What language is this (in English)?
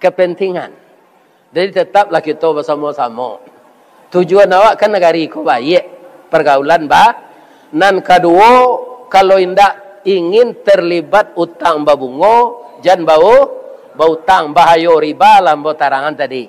Minangkabau